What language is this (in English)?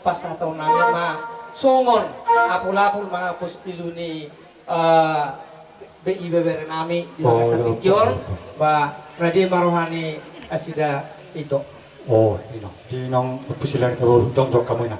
Batak Toba